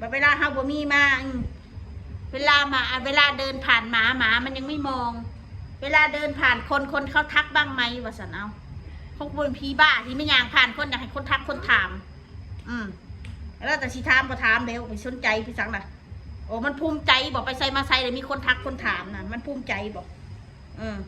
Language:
Northeastern Thai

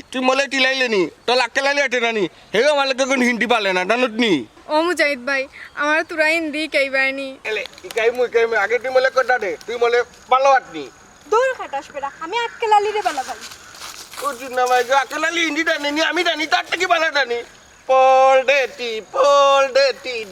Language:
Sylheti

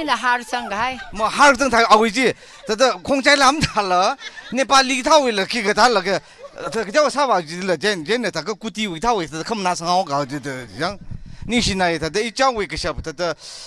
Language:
Tangkhul Naga (India)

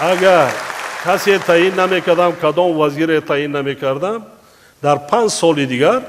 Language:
Tajik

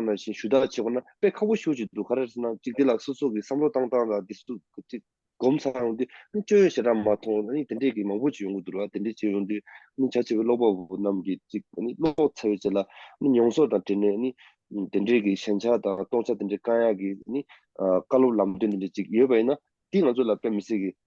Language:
Tibetan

